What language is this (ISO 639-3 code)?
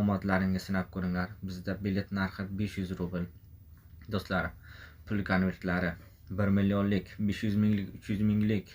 uzb